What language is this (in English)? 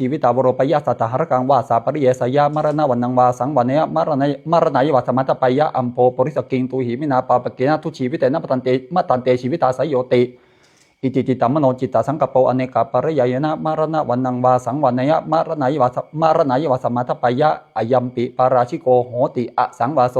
Pali